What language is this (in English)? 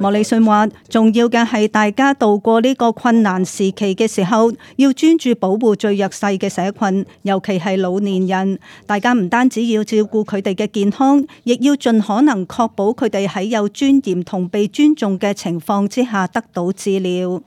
Cantonese